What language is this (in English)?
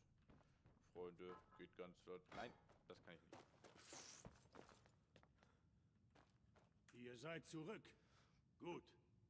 German